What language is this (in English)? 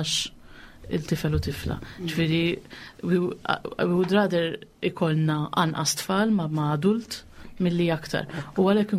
Maltese